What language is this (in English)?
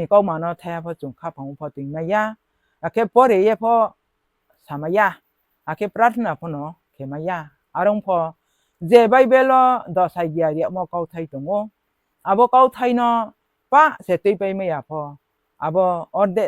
Riang (India)